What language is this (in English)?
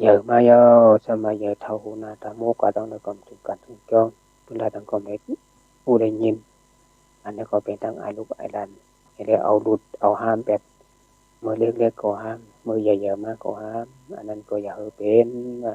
Shan